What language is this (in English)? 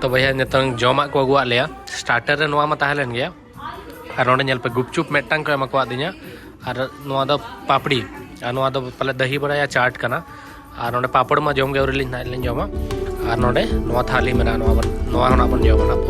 Santali